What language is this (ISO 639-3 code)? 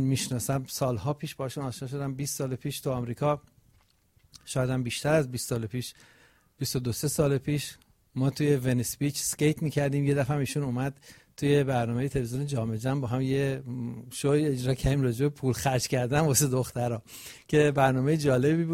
fas